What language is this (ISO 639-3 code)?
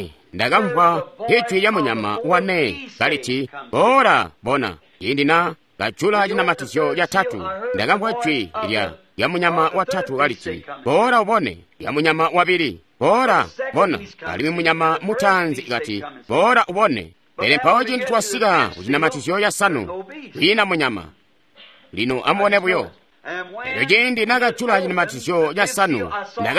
toi